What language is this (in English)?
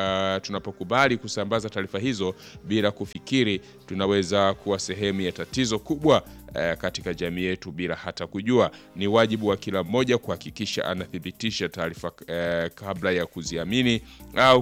Swahili